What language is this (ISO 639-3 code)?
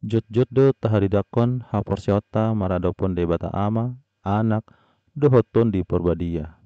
bbc